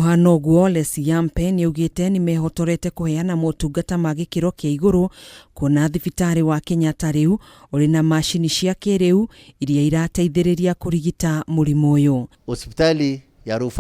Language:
Kikuyu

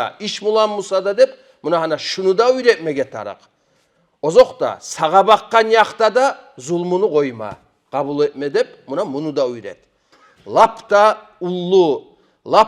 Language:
Kumyk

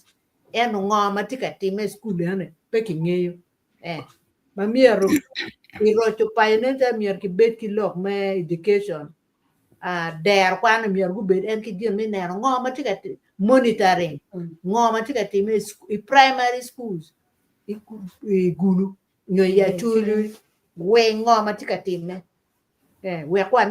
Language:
Acoli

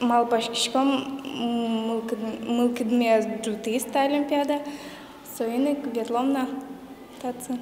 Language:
Udmurt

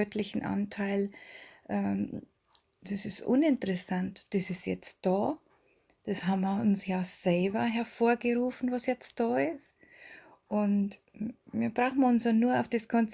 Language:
Bavarian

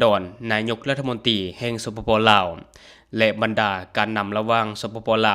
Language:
Lao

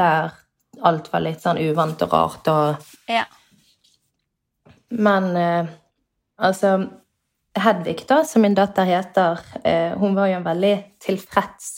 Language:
Norwegian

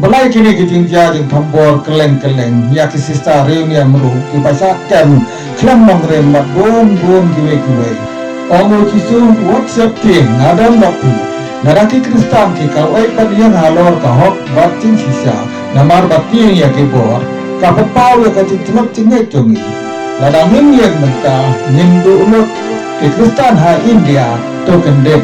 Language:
Khasi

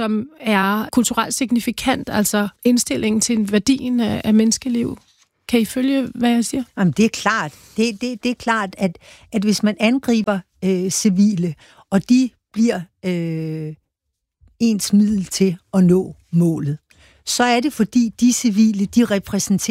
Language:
Danish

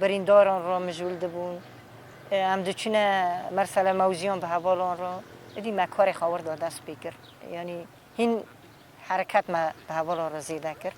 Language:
Kurdish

